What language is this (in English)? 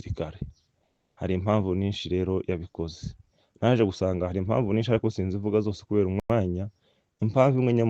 Rundi